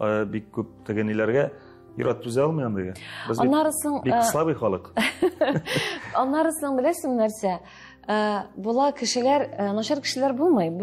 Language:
Tatar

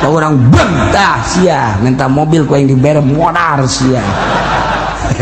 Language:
Sundanese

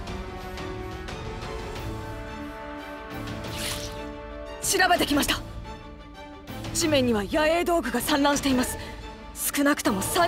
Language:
Japanese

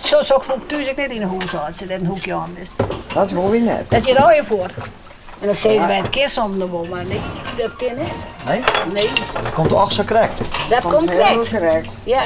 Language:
Western Frisian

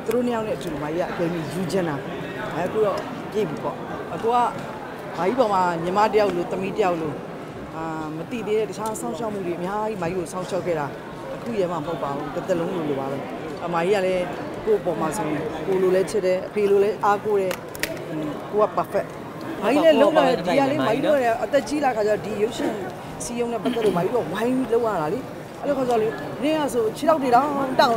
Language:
Burmese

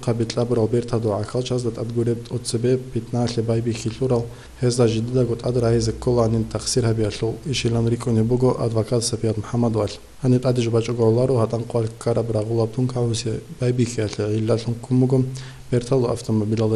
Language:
Avaric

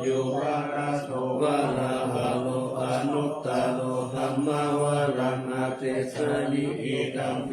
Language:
Pali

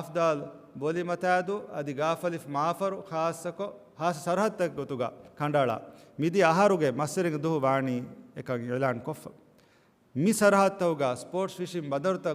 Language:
Divehi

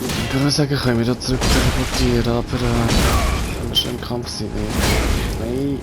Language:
Swiss German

